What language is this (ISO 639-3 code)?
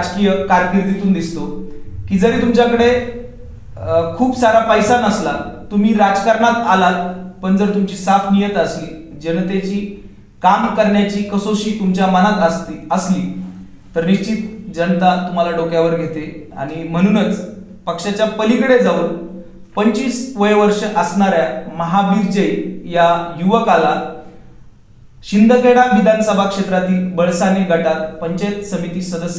mar